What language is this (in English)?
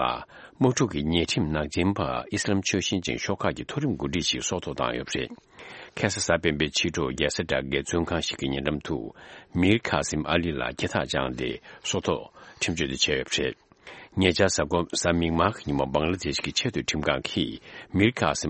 Tibetan